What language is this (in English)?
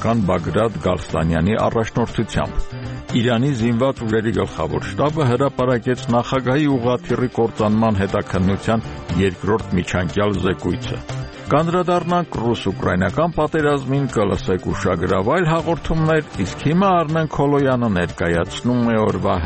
Armenian